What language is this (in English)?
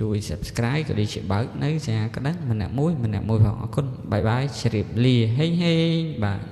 Khmer